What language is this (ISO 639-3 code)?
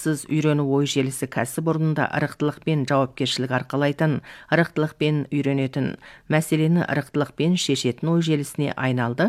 kaz